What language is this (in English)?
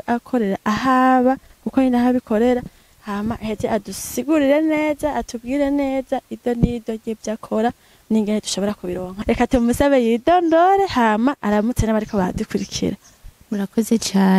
Rundi